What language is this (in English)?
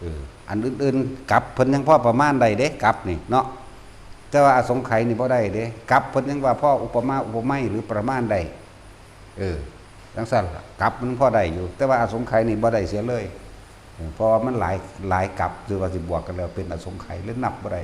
Northeastern Thai